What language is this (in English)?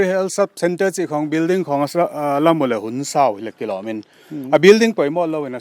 Paite Chin